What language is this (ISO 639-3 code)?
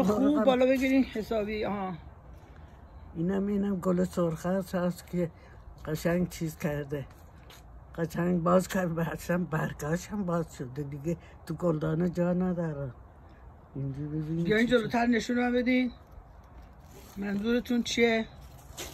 fas